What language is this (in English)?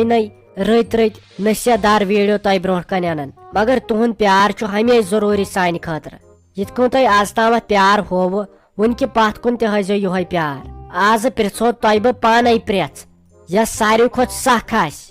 Kashmiri